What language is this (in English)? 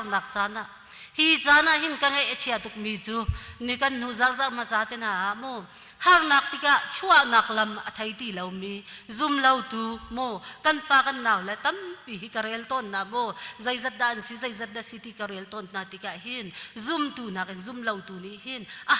Hakha Chin